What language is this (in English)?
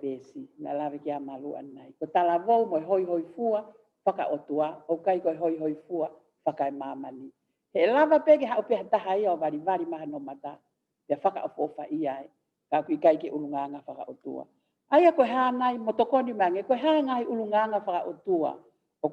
Tongan